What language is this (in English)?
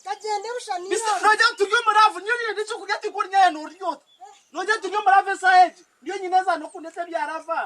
Nyankole